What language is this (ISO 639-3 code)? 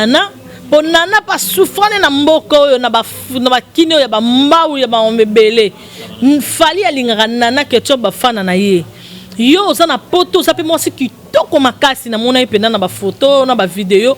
lin